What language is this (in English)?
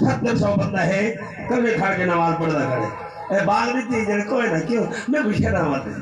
Saraiki